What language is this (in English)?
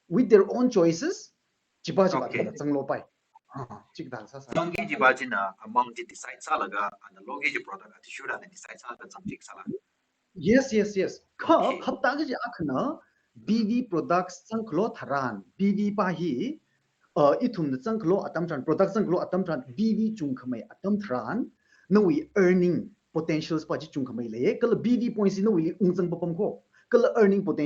Tangkhul Naga (India)